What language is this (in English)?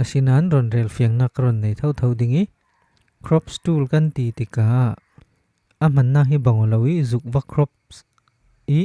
Falam Chin